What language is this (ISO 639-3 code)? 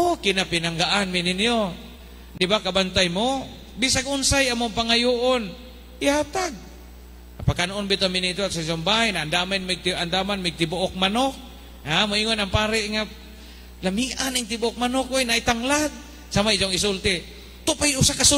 ceb